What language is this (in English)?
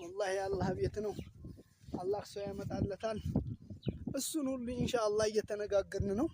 Amharic